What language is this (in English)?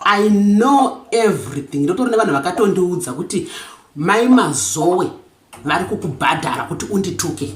Shona